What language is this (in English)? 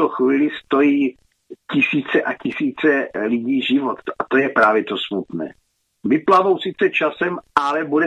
Czech